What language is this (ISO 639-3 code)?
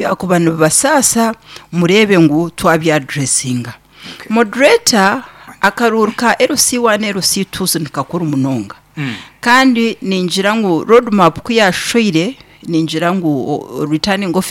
nyn